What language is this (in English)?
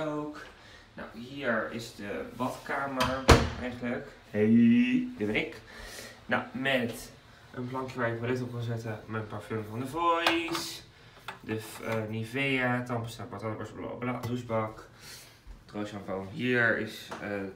Dutch